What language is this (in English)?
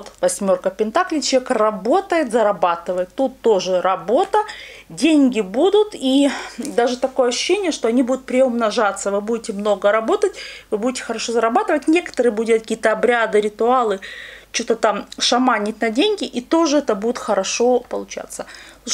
Russian